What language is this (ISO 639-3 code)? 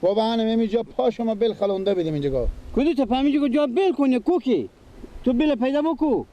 fas